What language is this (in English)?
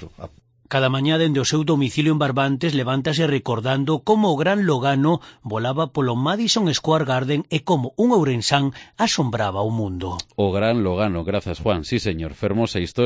Galician